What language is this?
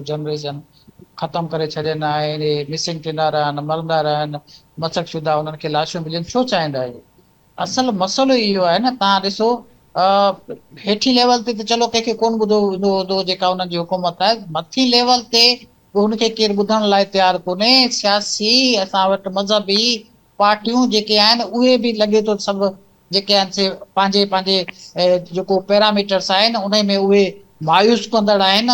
Sindhi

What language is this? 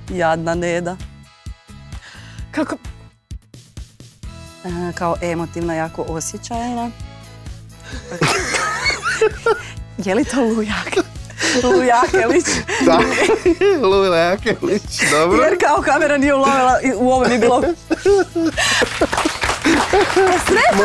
Croatian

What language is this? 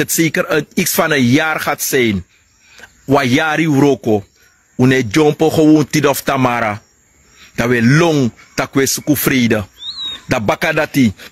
Sranan Tongo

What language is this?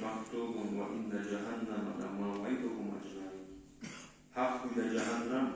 Kumyk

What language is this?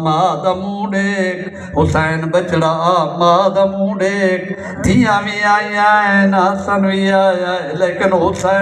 Saraiki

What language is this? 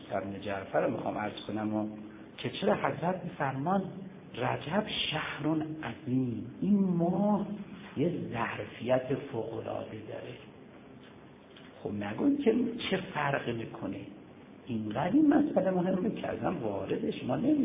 Persian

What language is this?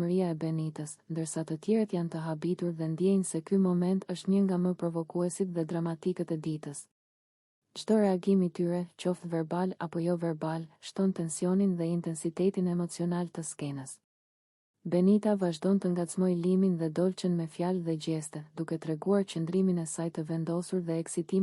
Albanian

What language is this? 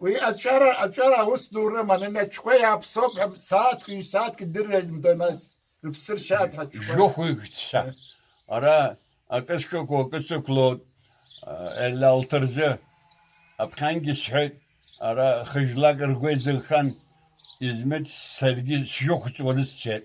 Abkhazian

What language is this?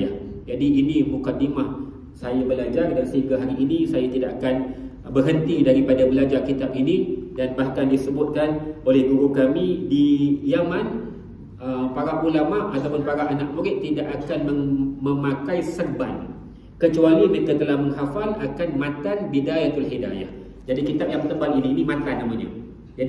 Malay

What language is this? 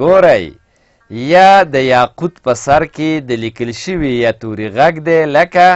Pashto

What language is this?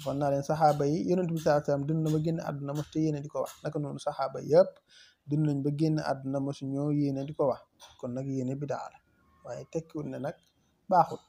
Wolof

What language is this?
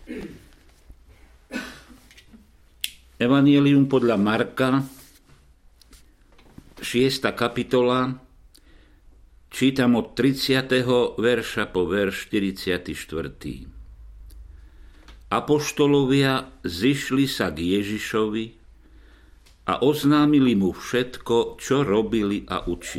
Slovak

